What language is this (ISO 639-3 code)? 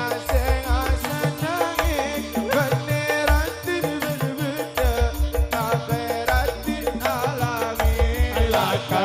mad